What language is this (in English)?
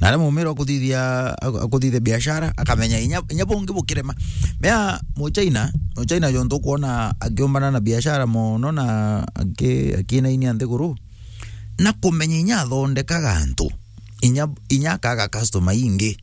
Meru